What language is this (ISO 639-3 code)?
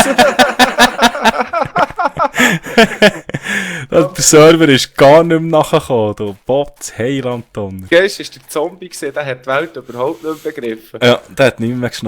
gsw